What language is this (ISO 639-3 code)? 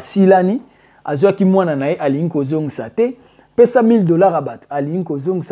lin